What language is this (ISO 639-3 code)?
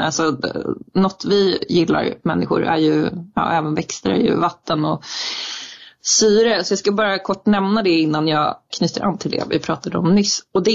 swe